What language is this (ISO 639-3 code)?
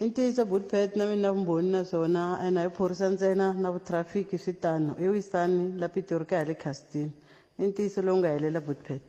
tso